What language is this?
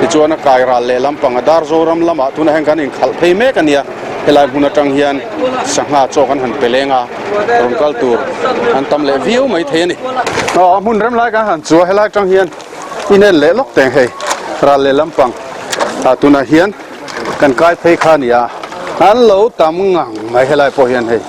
Mizo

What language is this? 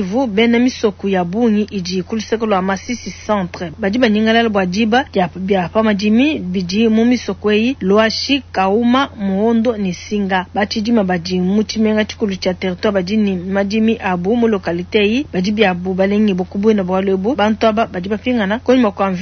Luba-Lulua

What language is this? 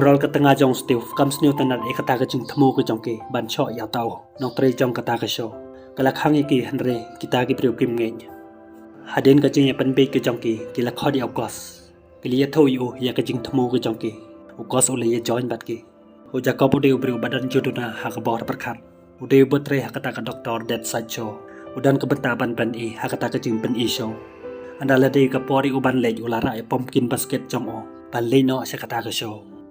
Khasi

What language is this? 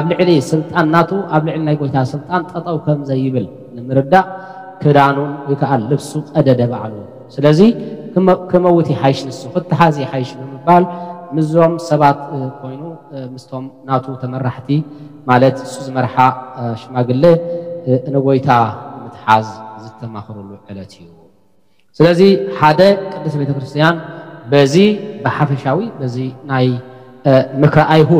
Tigrinya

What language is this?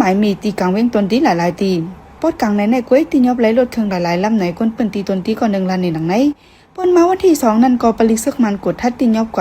Shan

